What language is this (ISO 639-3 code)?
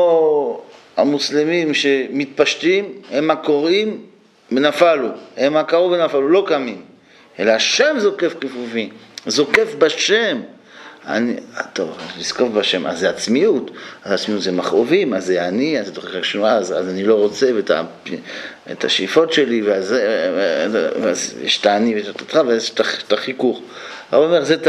heb